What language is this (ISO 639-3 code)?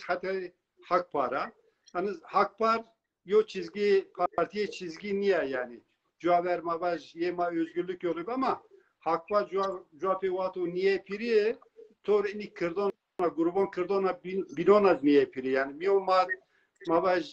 zza